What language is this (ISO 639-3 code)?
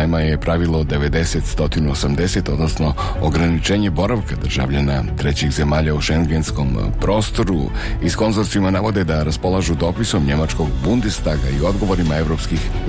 bos